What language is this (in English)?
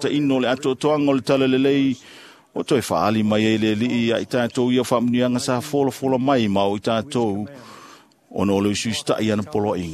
Samoan